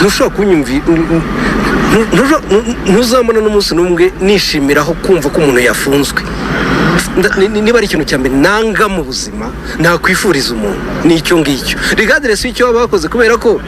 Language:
Kinyarwanda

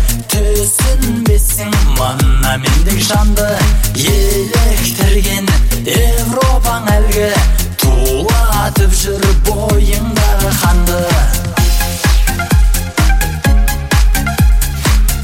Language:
Kazakh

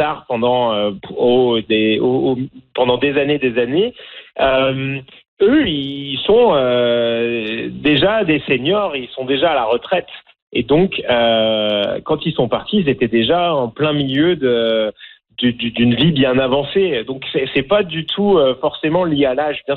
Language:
French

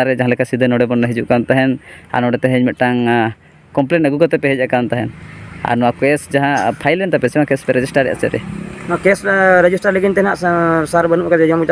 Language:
Santali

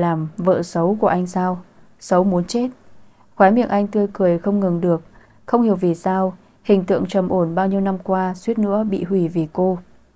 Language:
Vietnamese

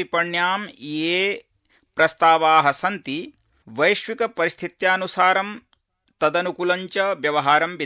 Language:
Sanskrit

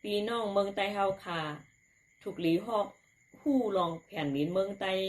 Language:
Shan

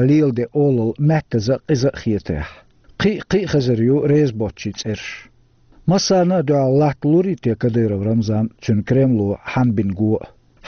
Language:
Chechen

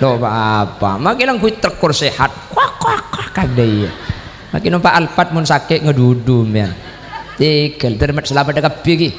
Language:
Madurese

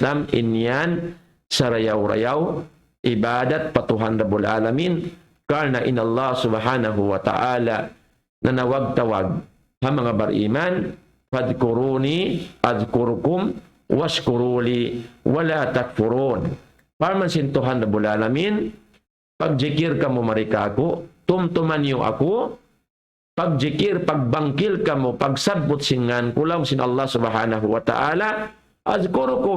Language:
Tausug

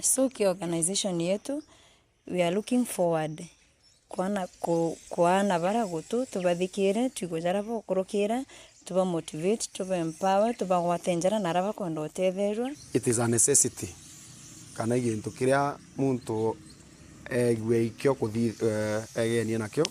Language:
Meru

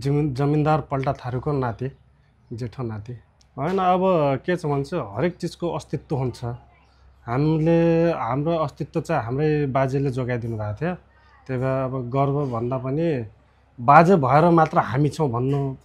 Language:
Nepali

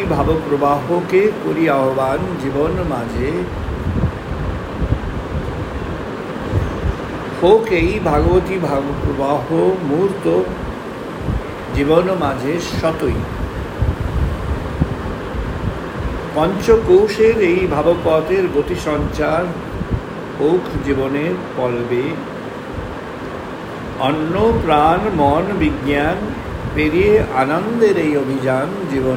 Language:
Bangla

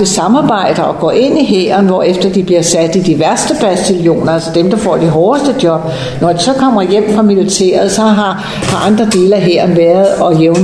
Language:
Danish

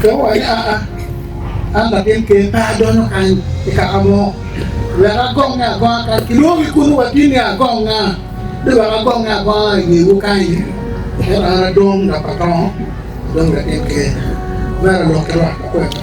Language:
Acoli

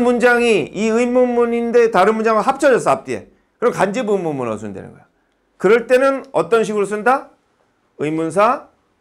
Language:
Korean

